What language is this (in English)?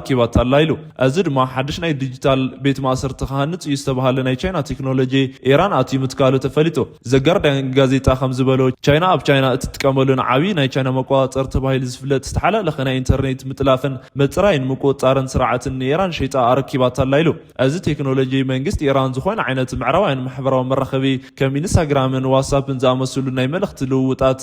Tigrinya